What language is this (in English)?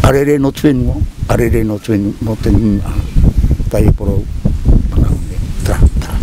Tahitian